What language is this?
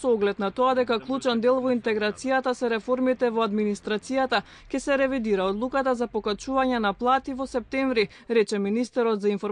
Macedonian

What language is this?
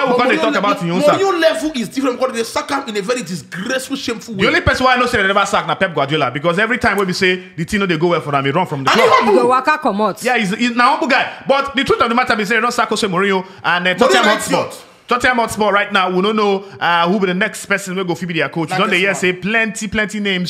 Nigerian Pidgin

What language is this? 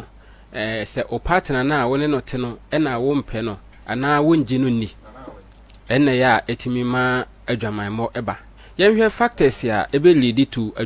Akan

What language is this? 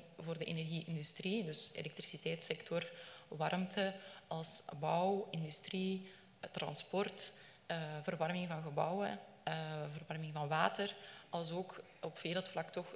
Dutch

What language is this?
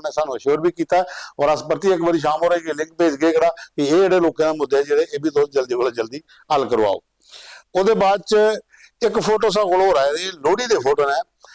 Dogri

